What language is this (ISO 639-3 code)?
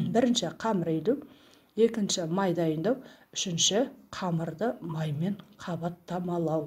kaz